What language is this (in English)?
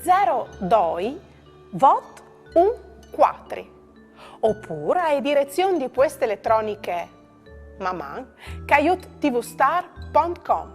Friulian